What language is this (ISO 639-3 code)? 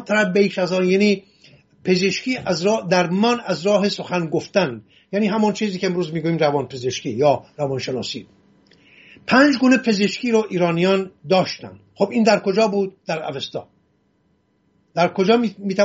fas